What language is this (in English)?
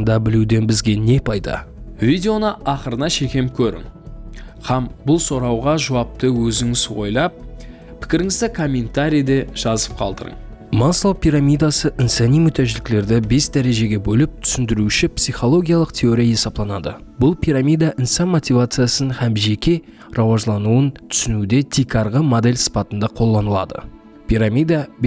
Kara-Kalpak